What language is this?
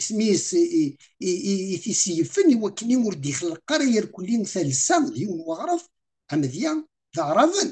Kabyle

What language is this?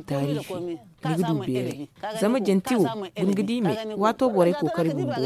Zarma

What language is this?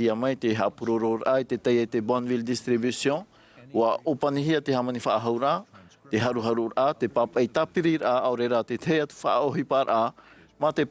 Tahitian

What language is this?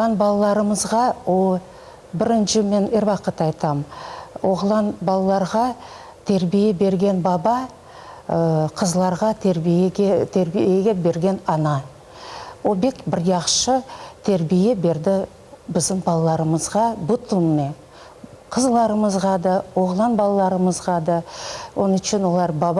Crimean Tatar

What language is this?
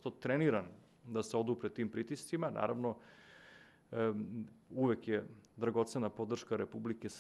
Serbian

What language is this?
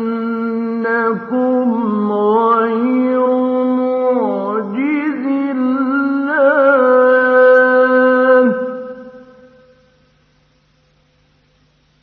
Arabic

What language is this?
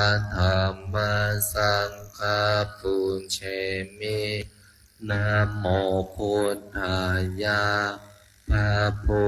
Pali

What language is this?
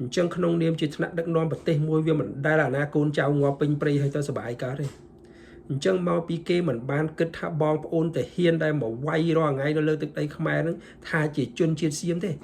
Khmer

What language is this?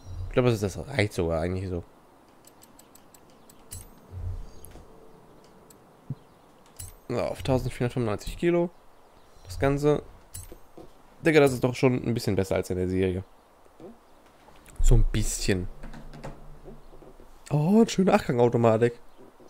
German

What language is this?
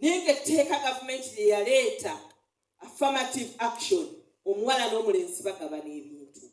Ganda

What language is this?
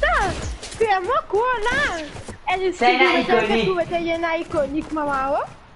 Morisyen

